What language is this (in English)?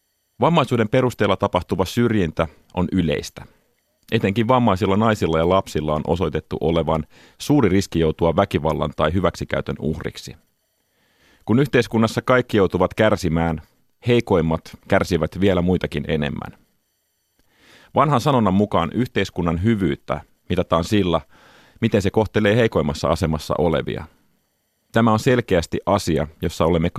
Finnish